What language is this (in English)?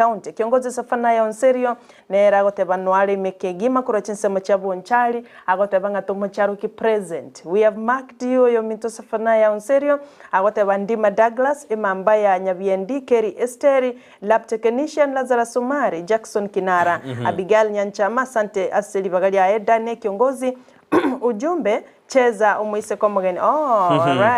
Gusii